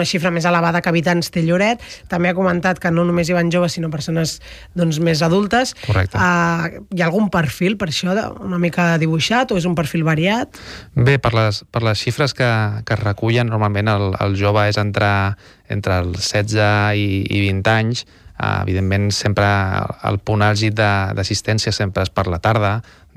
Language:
Catalan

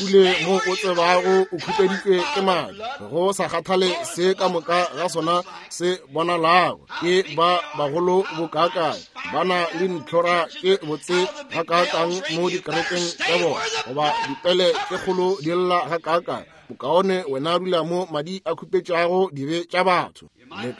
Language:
Northern Sotho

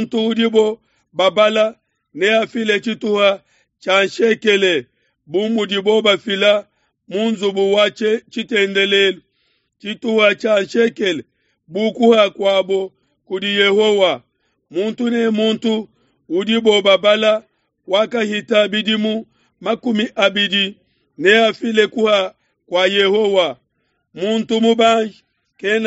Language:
Luba-Lulua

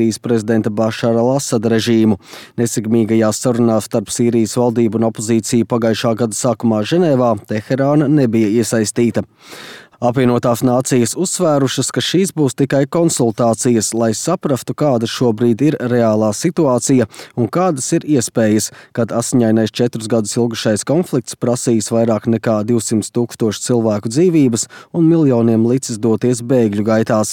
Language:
Latvian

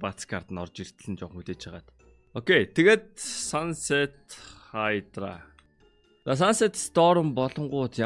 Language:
Mongolian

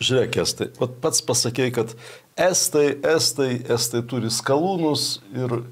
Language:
Lithuanian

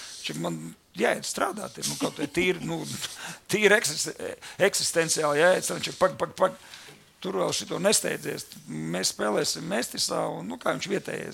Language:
Latvian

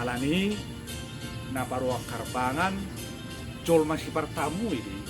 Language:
Batak Toba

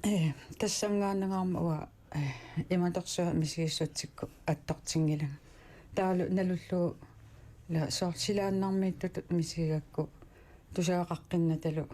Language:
Kalaallisut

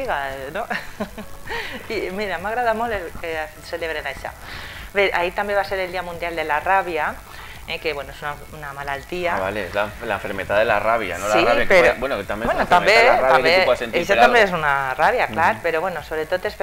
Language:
Catalan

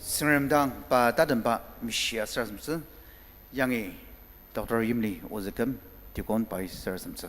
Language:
Ao Naga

